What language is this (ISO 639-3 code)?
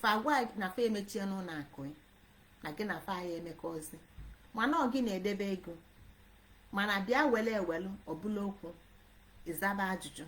ibo